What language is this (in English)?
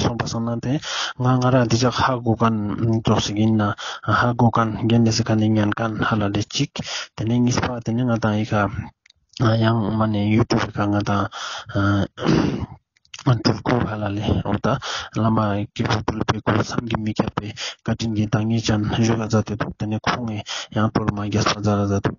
Ladakhi